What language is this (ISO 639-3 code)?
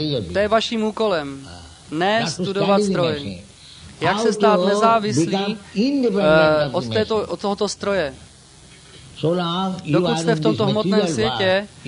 ces